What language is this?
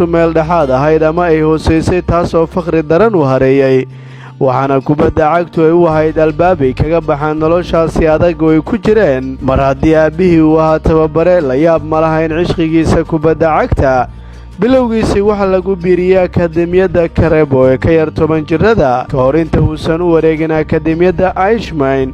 Somali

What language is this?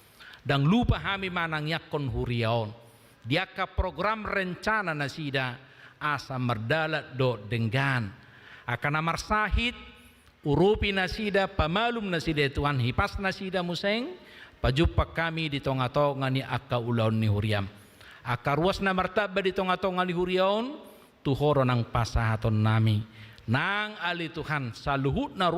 Batak Toba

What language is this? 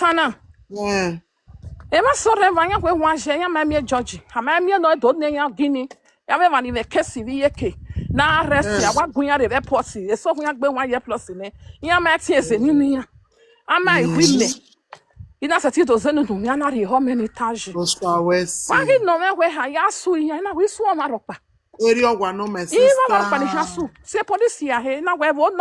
Nigerian Pidgin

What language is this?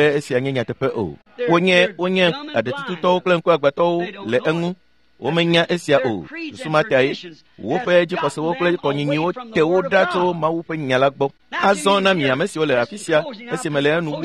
Ewe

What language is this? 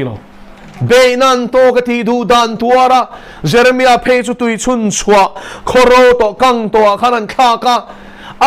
Mizo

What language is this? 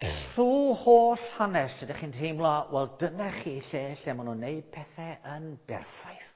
Welsh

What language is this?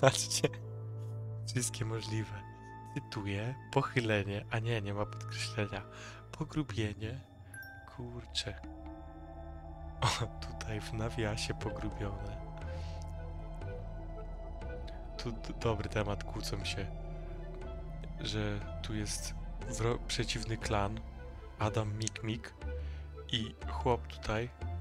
Polish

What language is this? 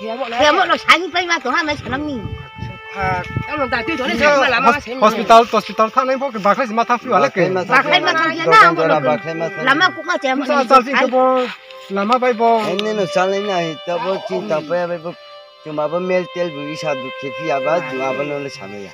Riang (India)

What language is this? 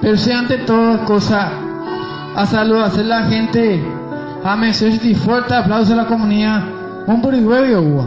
Guarani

